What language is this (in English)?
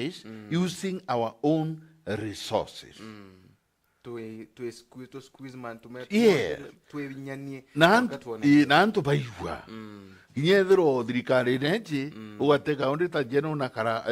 Meru